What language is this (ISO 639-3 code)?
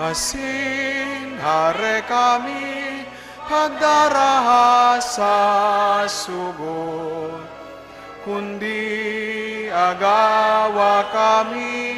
bik